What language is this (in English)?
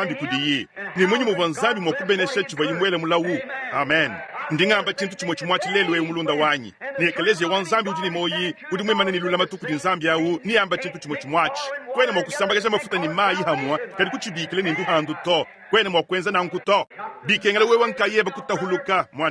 Luba-Lulua